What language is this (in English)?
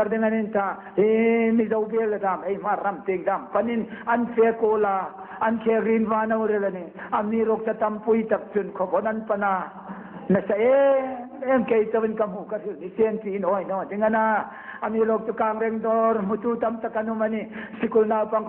Hmar